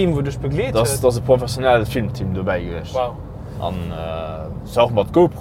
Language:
Luxembourgish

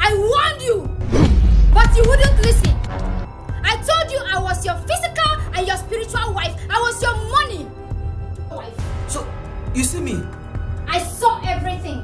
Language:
Nigerian Pidgin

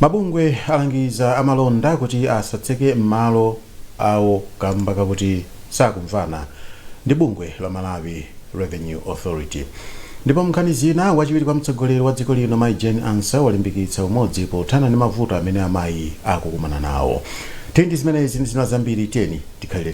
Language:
Nyanja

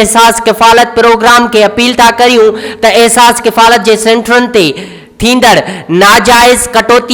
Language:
Sindhi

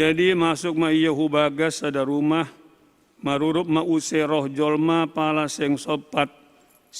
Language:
Batak Simalungun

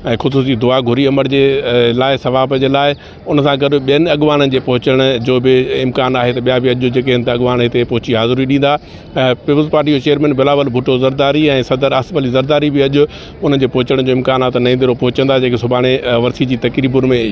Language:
Sindhi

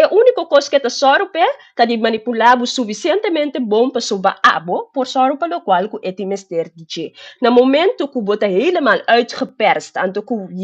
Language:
Papiamento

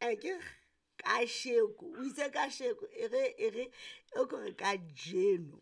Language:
Southern Sotho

